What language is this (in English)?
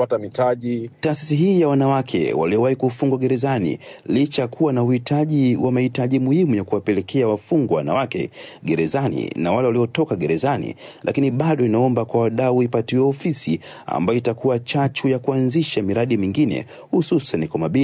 Swahili